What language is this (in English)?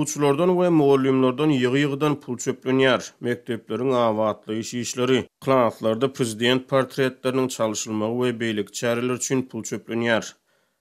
Turkmen